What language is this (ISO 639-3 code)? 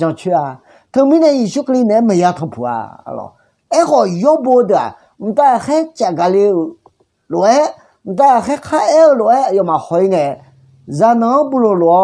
ahk